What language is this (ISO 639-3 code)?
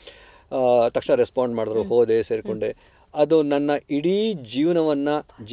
kan